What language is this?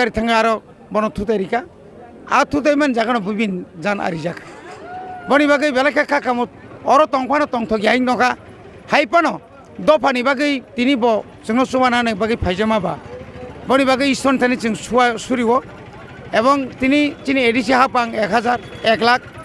Kok Borok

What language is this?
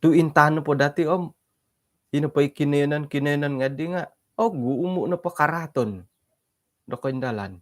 Central Dusun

